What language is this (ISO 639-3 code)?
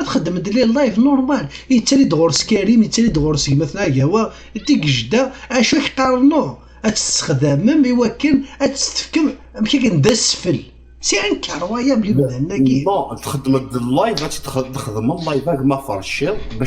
kab